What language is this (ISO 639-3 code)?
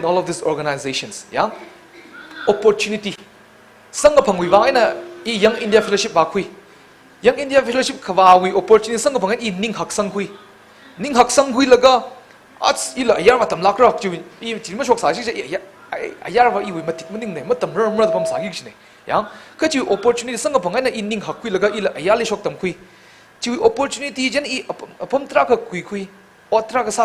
nmf